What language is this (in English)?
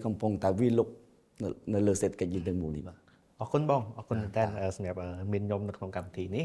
Khmer